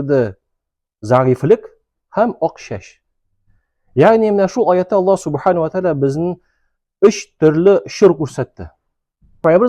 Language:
Tatar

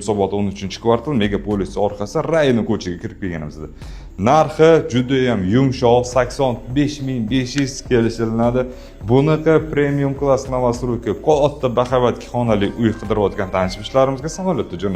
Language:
Uzbek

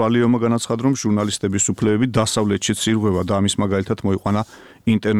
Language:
Georgian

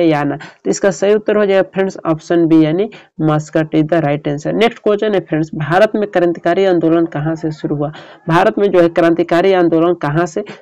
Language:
Hindi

